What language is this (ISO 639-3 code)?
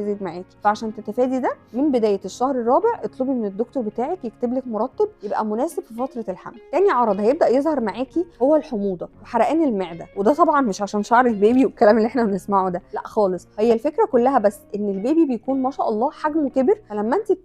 arz